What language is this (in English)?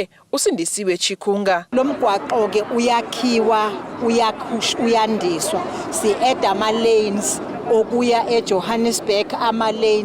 Zulu